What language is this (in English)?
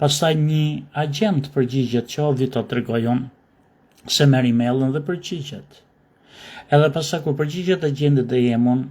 Albanian